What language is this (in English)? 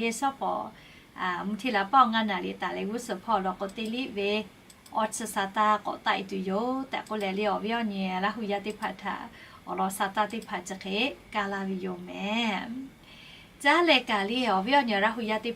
Lahu